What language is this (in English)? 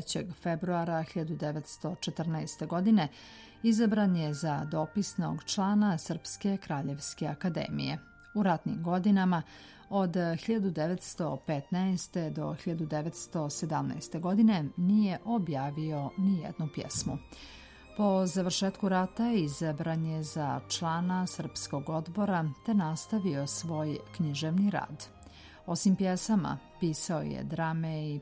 Serbian